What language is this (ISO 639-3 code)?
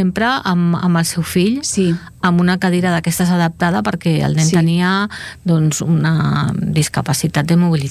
cat